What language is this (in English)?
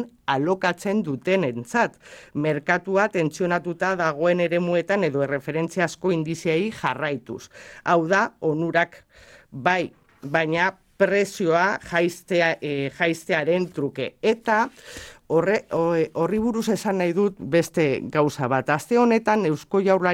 Basque